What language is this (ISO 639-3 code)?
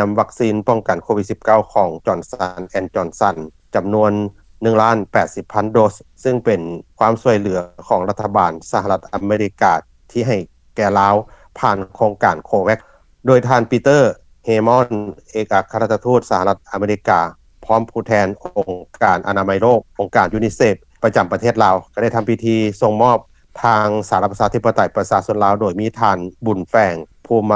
lao